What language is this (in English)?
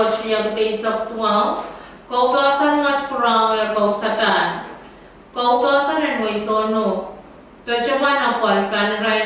Pohnpeian